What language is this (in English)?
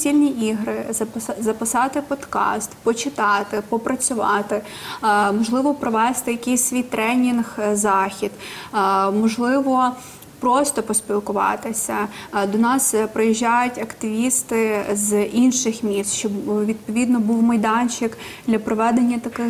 Ukrainian